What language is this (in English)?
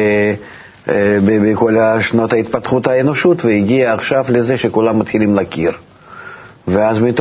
Hebrew